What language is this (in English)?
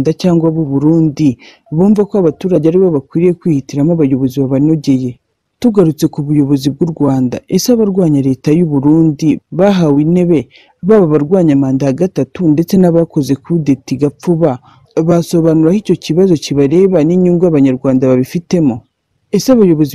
Kinyarwanda